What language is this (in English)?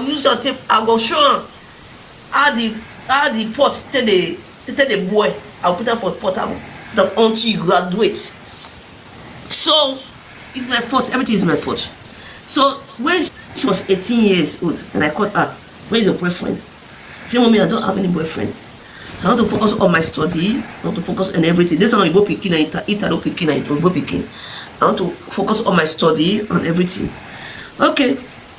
Nigerian Pidgin